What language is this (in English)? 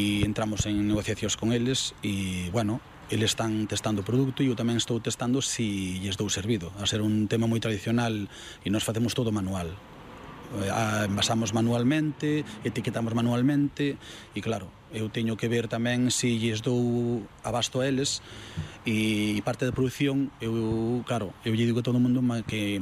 Galician